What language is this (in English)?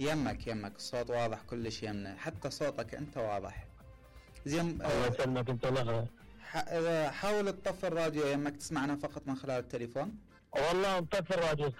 Mesopotamian Arabic